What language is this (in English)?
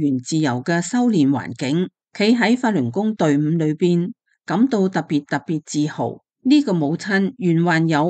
Cantonese